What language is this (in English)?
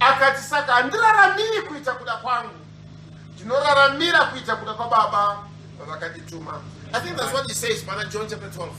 Shona